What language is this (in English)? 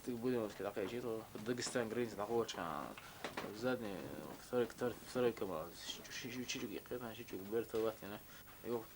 Chechen